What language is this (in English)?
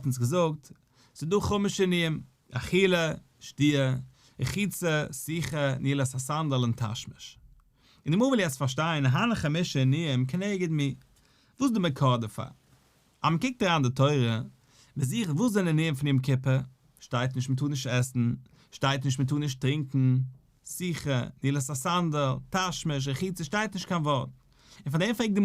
Yiddish